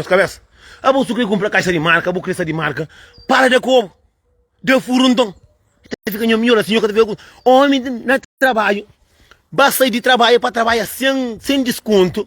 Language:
Kabuverdianu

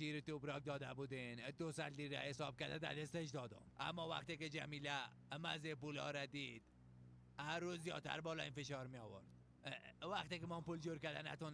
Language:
Persian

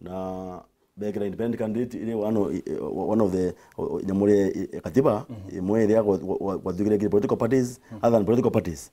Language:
Meru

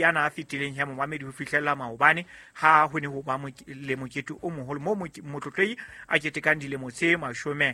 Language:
Southern Sotho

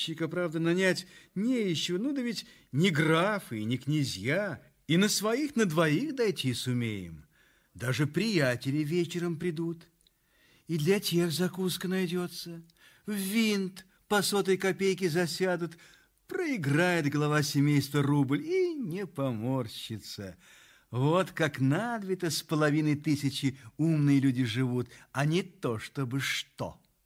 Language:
Russian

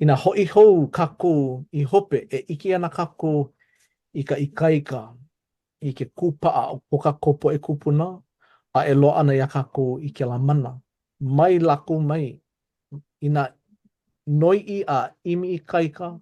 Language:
Hawaiian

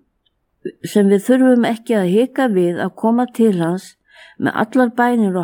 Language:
Icelandic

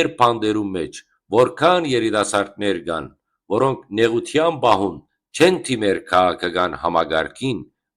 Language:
Western Armenian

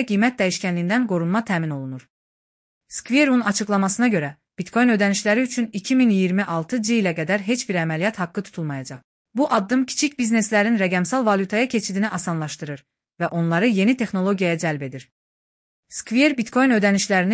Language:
Azerbaijani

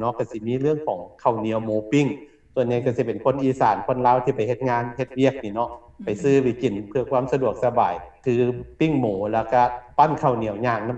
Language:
Lao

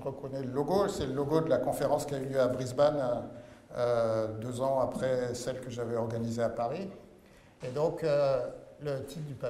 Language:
French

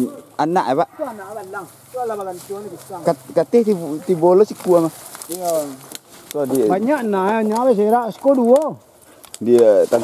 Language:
Minangkabau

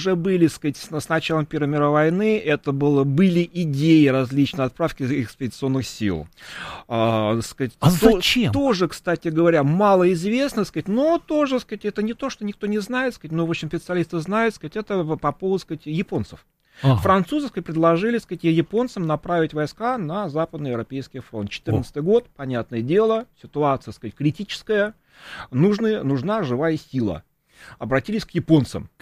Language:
Russian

